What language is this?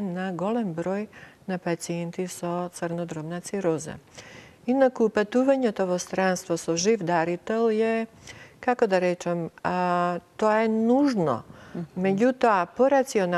Macedonian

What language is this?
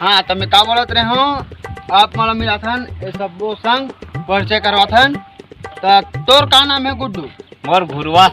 Chhattisgarhi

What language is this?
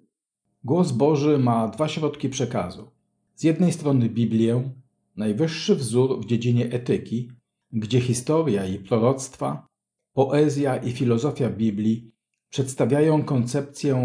Polish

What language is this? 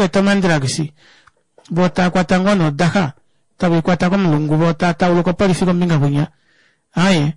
Kuanyama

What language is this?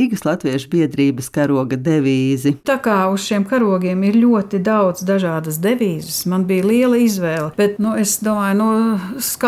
Latvian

